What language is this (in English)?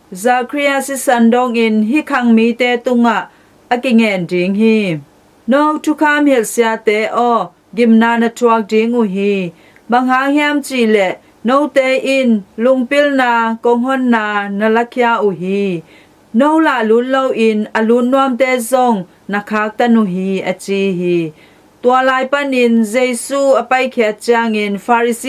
Tedim Chin